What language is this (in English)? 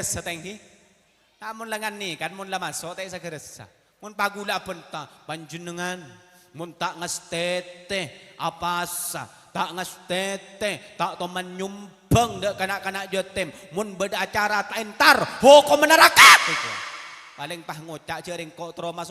Madurese